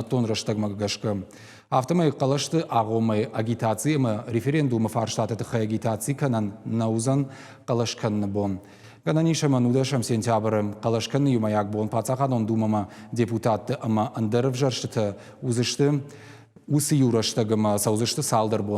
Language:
Ossetic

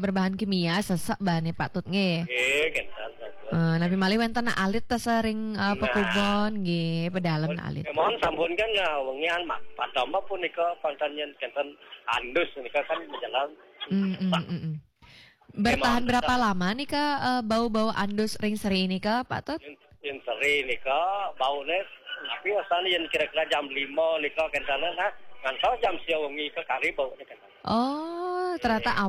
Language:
Balinese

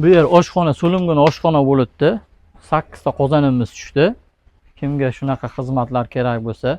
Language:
Uzbek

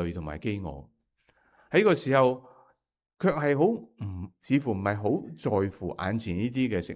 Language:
Cantonese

